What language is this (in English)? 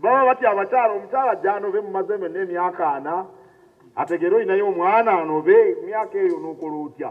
Ganda